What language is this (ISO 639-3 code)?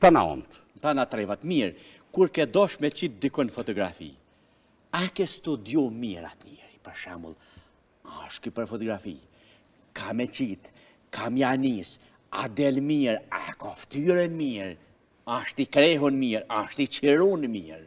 sqi